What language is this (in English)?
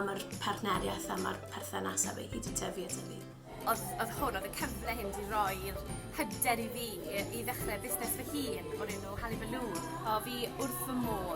Welsh